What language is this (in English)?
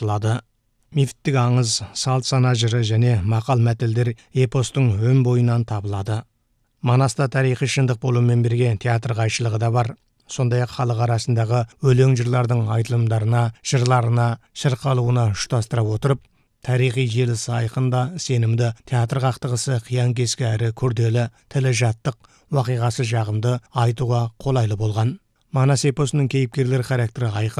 Kazakh